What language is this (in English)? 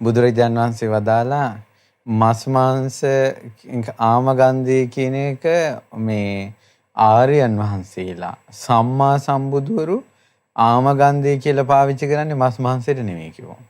Sinhala